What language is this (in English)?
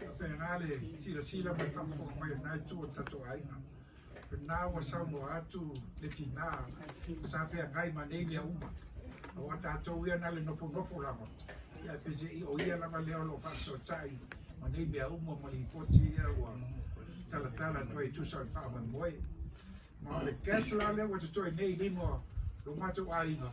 Samoan